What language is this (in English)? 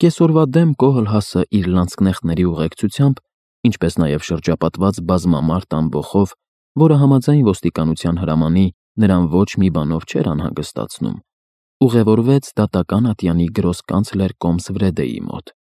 Armenian